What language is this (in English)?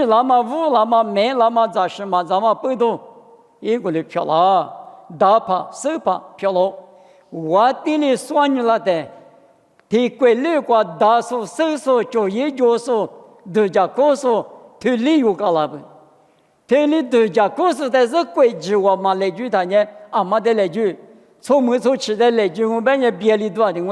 Lisu